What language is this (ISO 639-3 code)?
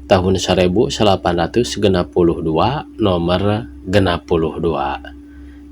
sun